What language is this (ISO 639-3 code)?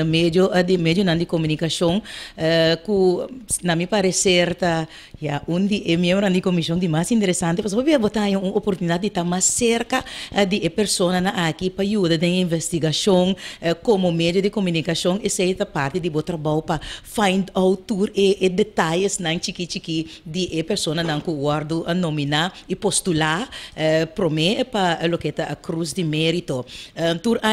pap